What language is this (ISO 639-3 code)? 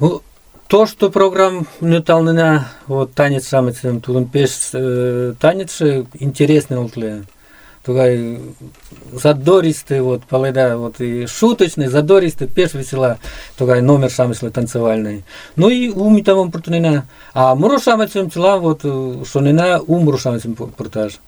chm